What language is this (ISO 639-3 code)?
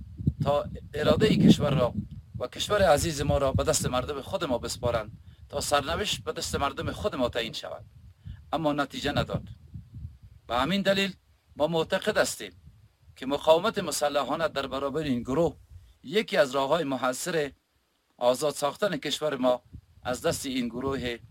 fas